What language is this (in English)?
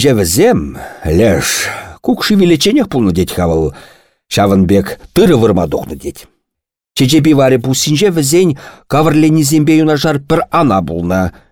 Chuvash